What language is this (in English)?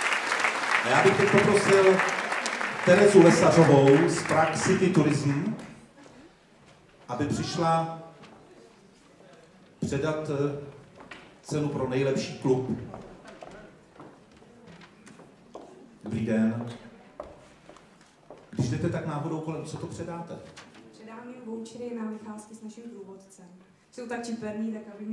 Czech